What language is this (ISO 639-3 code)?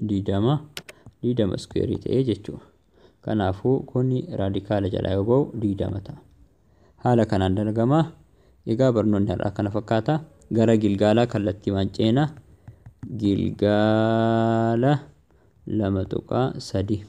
orm